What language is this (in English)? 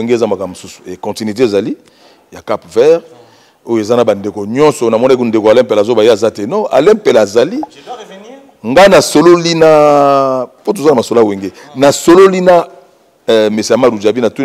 Lingala